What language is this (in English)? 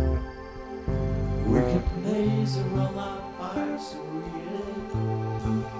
Polish